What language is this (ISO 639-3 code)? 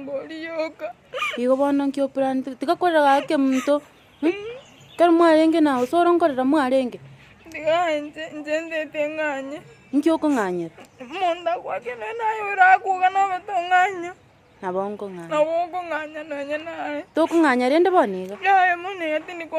guz